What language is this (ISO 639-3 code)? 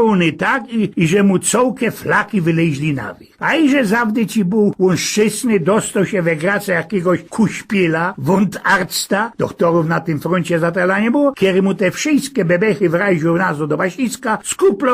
szl